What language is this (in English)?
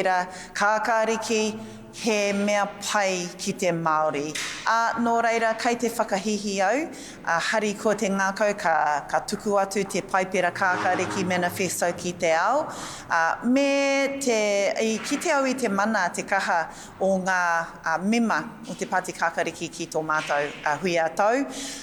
Māori